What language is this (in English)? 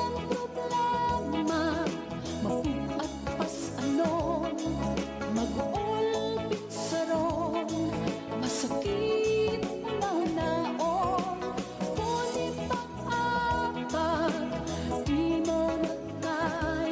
Waray